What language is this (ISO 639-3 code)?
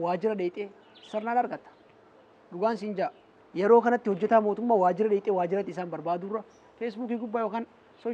orm